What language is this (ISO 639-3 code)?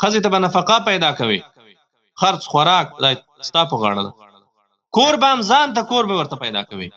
pus